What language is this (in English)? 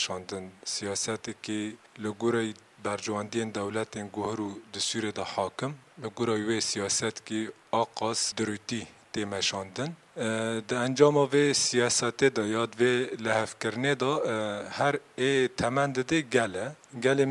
Kurdish